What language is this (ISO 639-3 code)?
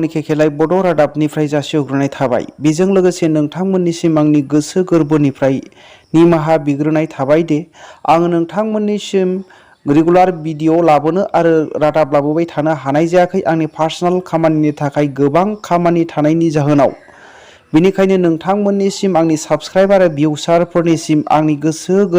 brx